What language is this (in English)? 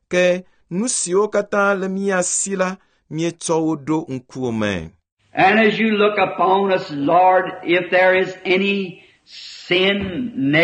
Ewe